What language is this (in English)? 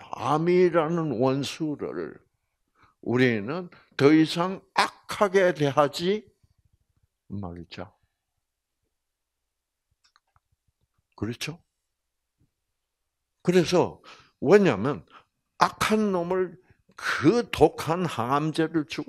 Korean